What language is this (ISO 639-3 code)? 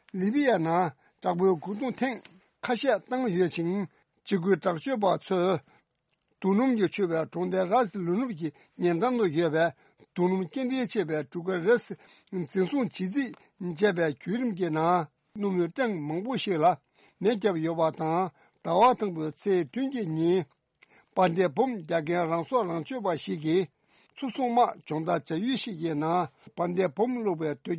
bod